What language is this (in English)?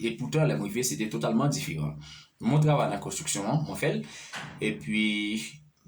Haitian Creole